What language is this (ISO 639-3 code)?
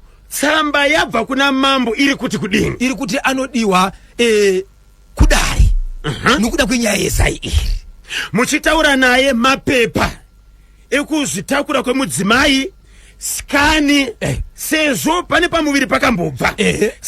sna